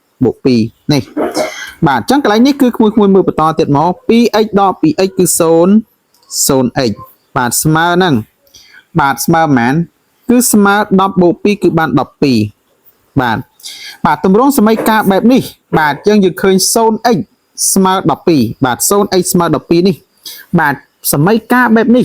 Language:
Khmer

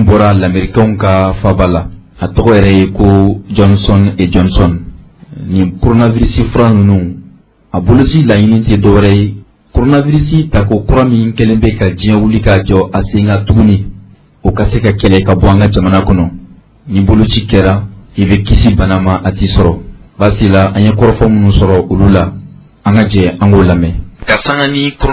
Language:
Bambara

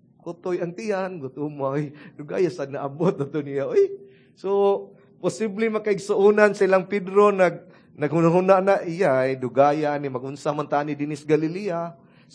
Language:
Cebuano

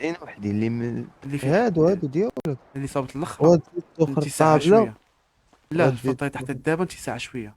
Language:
Moroccan Arabic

